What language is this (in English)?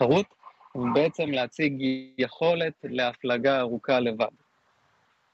Hebrew